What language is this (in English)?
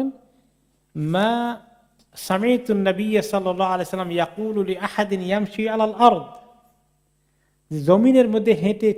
Bangla